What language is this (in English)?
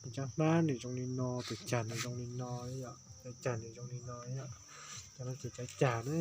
Hmong